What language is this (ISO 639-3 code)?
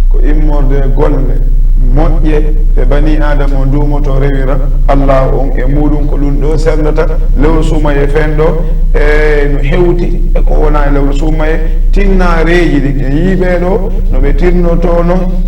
ful